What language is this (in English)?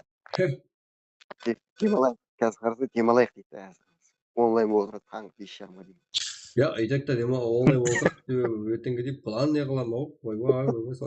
Kara-Kalpak